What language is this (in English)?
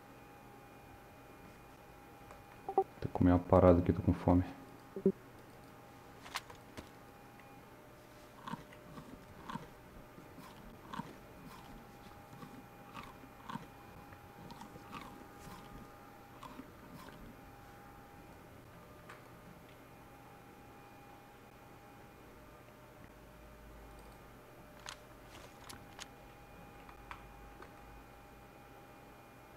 Portuguese